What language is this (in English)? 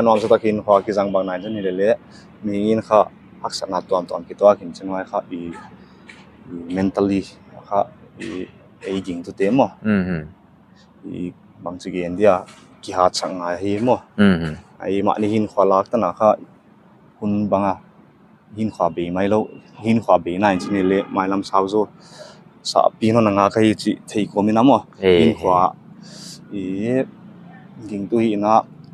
Paite Chin